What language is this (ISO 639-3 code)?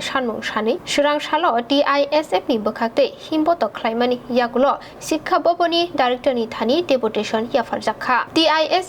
trp